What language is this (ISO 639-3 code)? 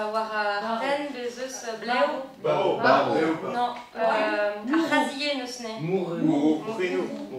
bre